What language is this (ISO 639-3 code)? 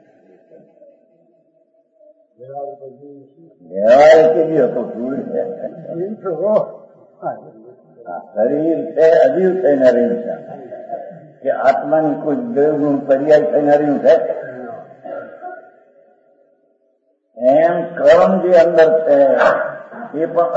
guj